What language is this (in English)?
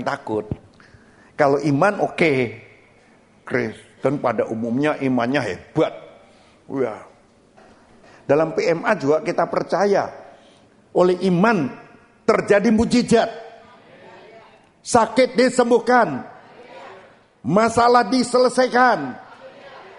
Indonesian